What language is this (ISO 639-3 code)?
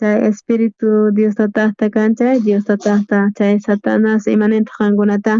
quh